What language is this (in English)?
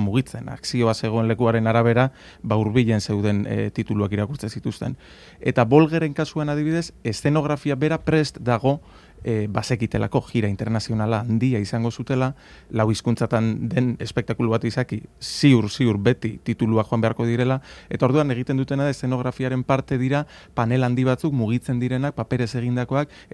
Basque